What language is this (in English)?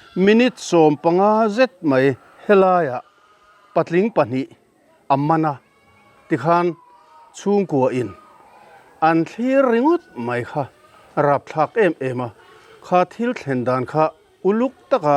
Mizo